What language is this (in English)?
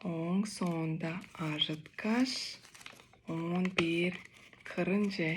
Tuvinian